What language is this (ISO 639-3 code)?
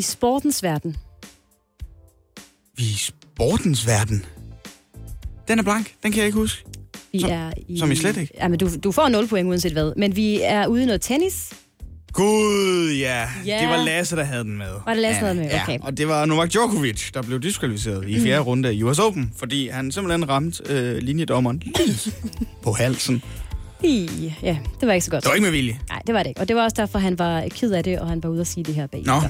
dan